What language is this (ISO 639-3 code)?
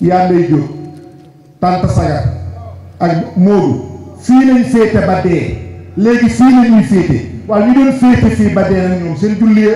wol